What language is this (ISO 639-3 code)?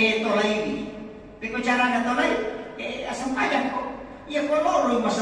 bug